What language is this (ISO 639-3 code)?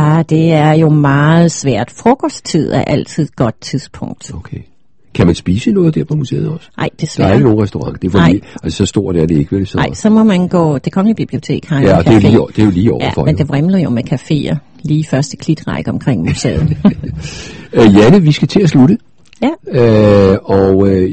dan